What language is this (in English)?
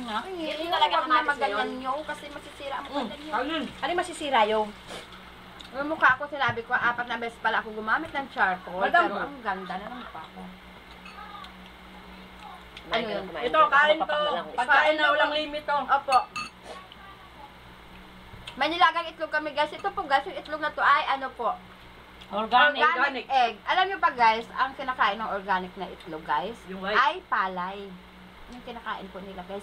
Filipino